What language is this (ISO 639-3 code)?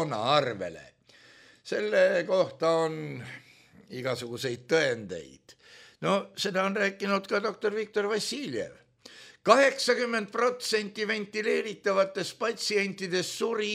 est